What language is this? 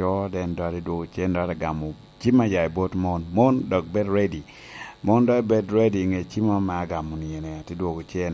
Lango (Uganda)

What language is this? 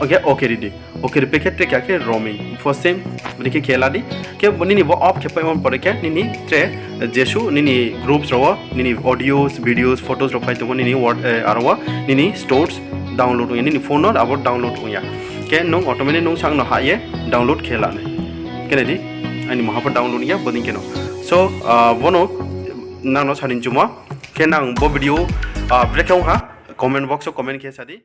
Riang (India)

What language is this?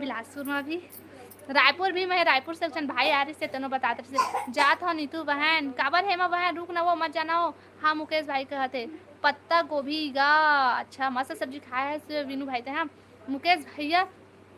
Chhattisgarhi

